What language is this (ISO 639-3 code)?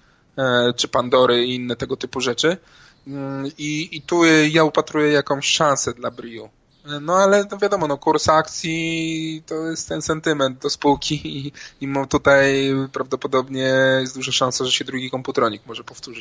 pol